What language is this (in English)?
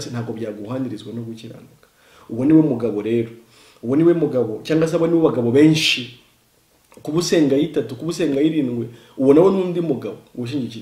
Kinyarwanda